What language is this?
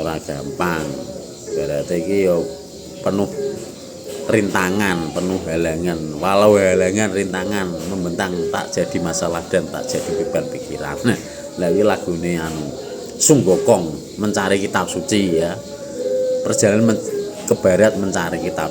Javanese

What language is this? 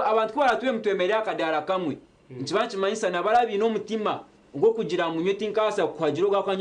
Nyankole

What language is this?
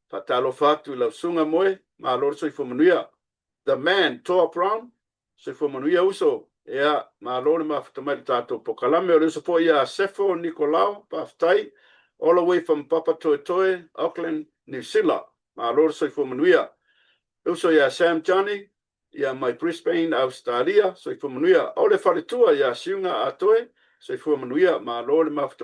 Samoan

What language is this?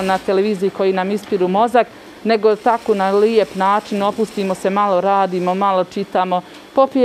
Bosnian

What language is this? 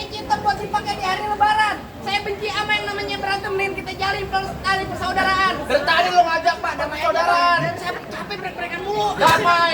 Betawi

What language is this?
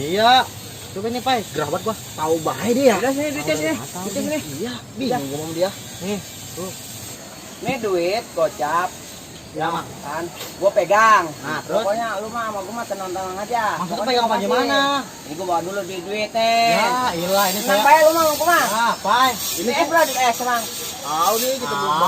Betawi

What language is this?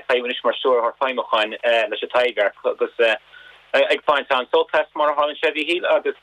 Irish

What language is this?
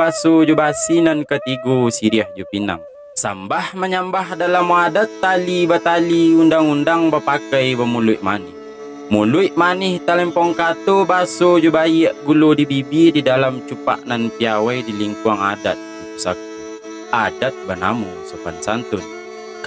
Minangkabau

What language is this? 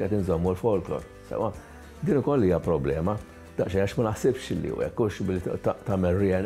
Maltese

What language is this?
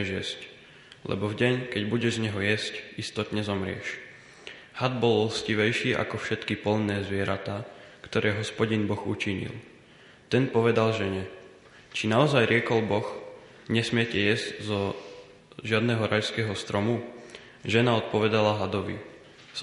Slovak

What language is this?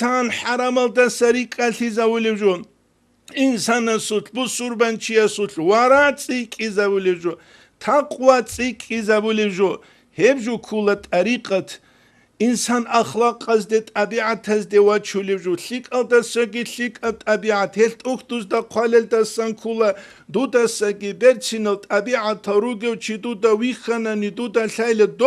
Avaric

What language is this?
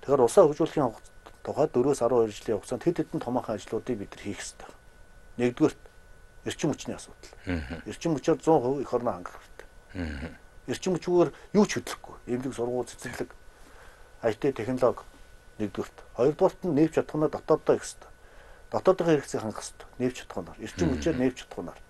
Mongolian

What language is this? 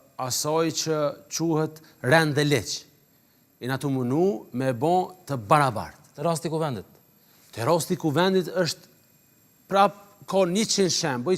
Albanian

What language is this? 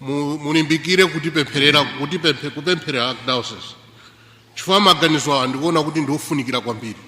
Nyanja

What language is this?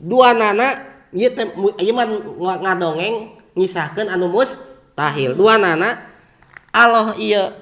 Sundanese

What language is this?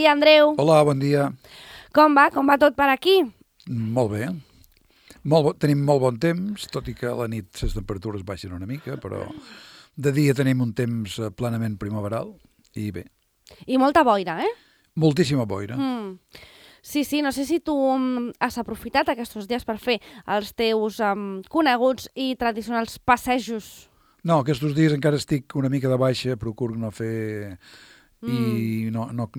Catalan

